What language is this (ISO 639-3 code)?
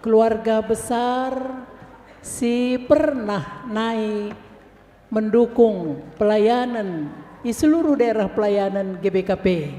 btx